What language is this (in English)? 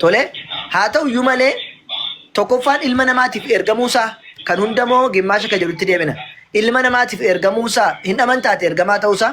Oromo